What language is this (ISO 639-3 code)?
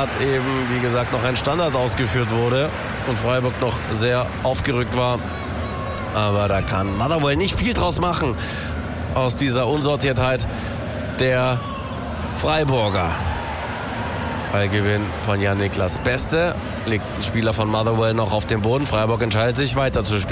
deu